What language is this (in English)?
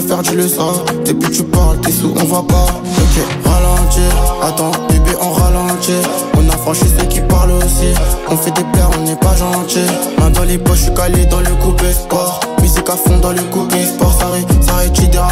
French